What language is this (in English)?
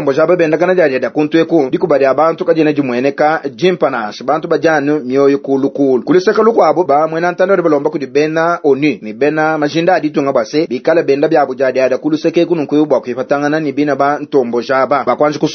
Luba-Lulua